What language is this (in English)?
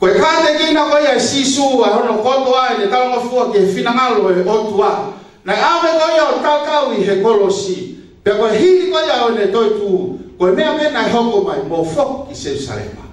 Tongan